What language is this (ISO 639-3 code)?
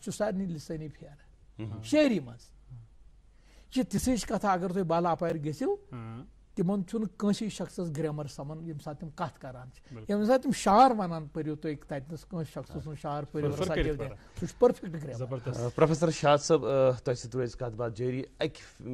kas